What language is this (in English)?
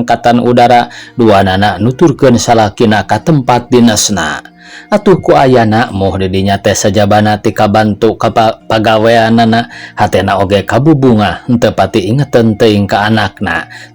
Sundanese